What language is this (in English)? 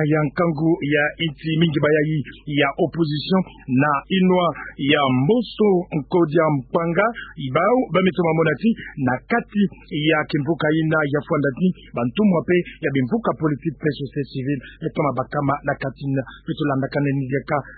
Kituba (Democratic Republic of Congo)